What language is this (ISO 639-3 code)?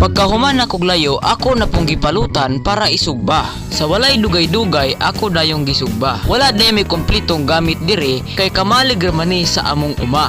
ceb